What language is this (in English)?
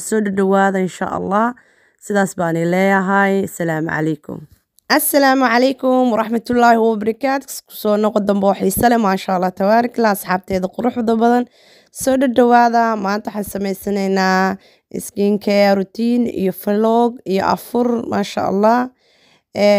Somali